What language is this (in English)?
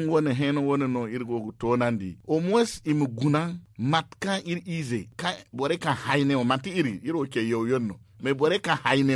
Zarma